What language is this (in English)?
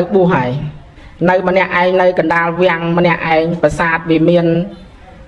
Khmer